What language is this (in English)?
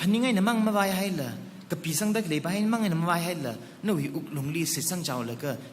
Tangkhul Naga (India)